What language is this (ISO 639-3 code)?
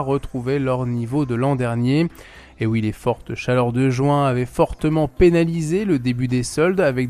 fra